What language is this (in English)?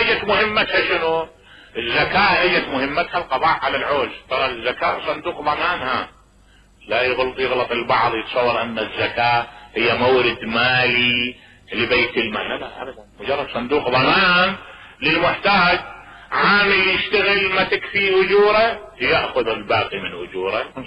Mesopotamian Arabic